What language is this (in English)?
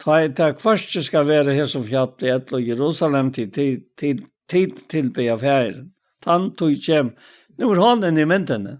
Faroese